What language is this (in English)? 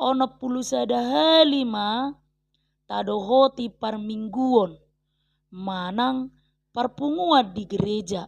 Batak Toba